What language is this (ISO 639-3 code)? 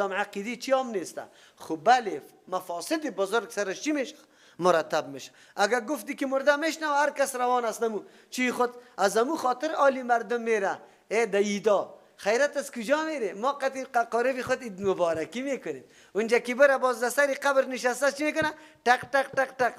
fas